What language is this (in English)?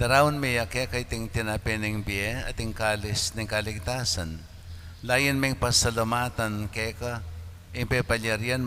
Pampanga